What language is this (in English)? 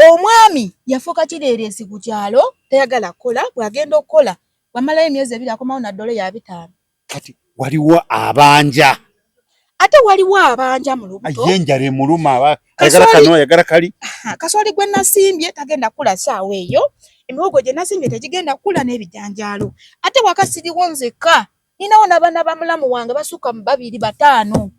Ganda